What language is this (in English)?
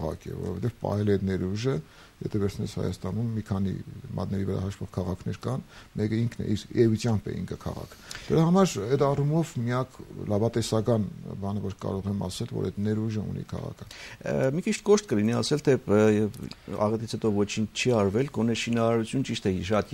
Armenian